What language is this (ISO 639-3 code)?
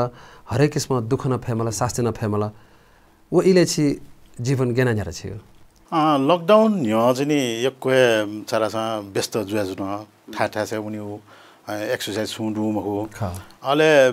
new